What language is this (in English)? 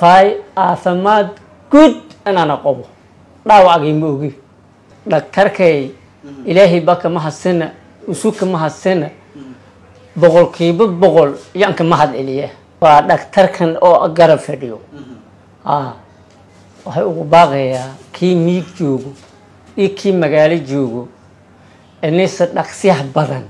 Somali